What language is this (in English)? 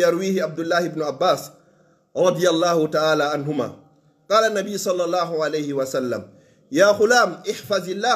Fula